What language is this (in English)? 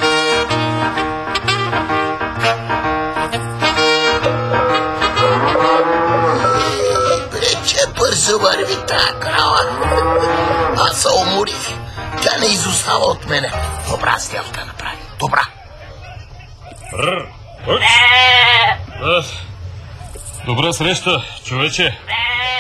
Bulgarian